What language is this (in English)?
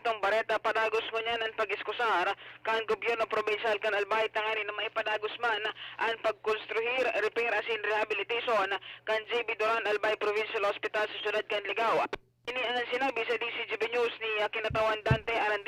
Bikol